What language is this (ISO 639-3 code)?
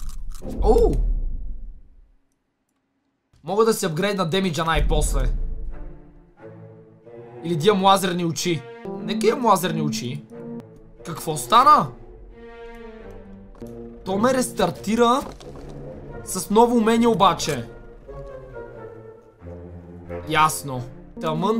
bul